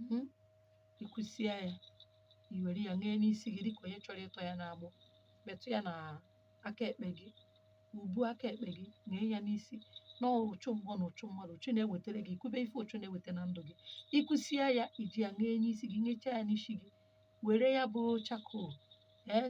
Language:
Igbo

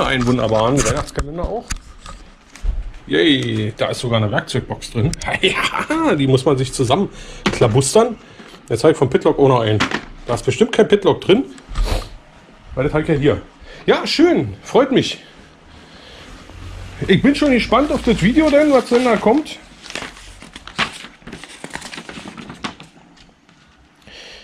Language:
German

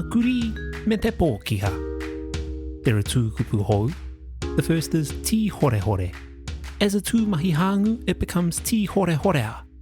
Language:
Māori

